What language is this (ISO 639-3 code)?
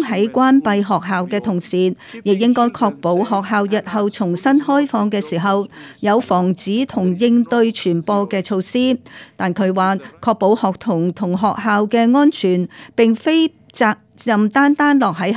yue